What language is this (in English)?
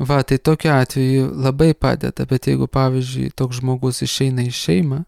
Lithuanian